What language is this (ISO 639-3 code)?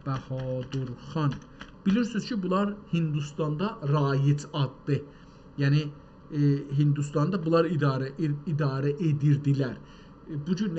azb